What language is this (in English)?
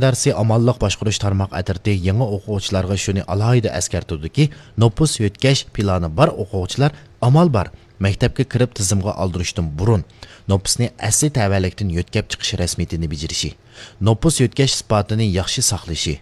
Uyghur